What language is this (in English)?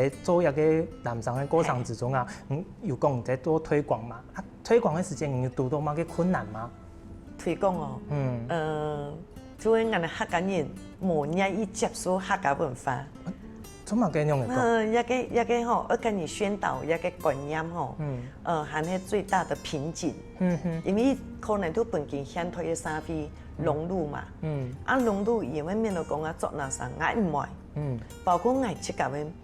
Hakka Chinese